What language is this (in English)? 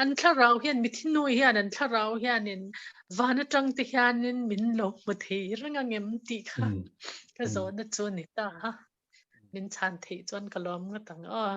Mizo